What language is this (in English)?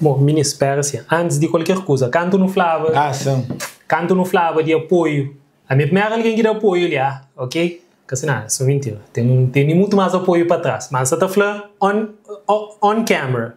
Kabuverdianu